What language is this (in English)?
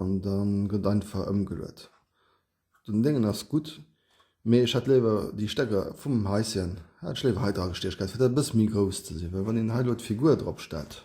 Luxembourgish